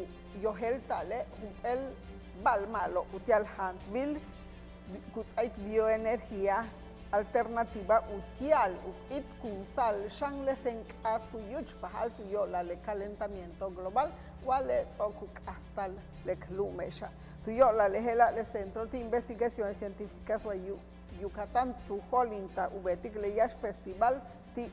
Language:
Yucateco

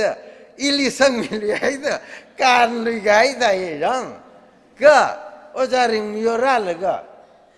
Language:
Tangkhul Naga (India)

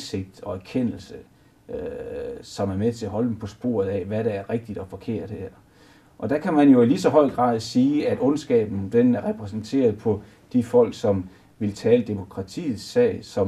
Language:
Danish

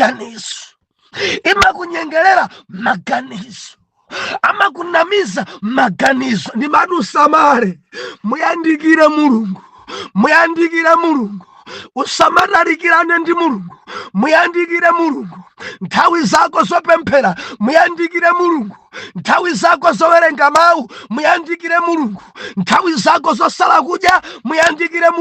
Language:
Nyanja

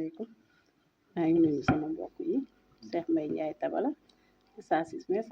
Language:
Wolof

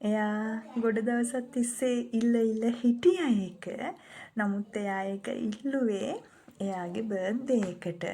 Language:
Sinhala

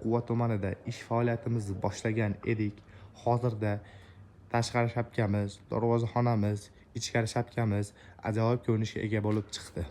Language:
Uzbek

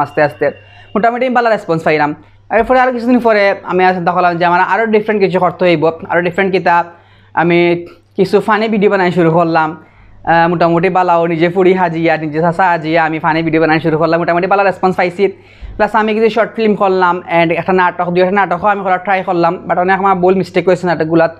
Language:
Sylheti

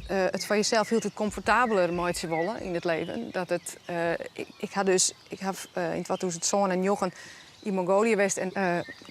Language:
Western Frisian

